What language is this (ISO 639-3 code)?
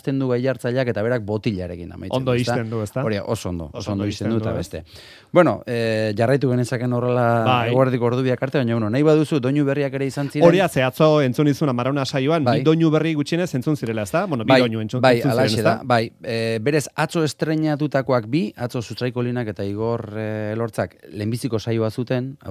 eus